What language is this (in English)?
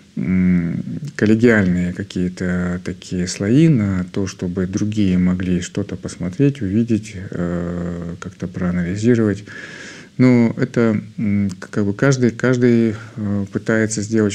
Russian